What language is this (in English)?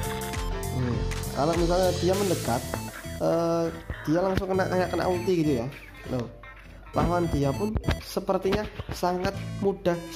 Indonesian